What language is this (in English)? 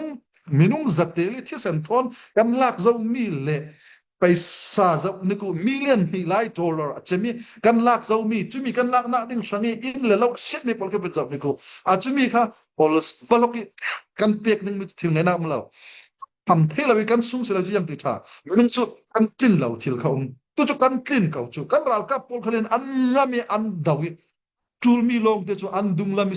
Falam Chin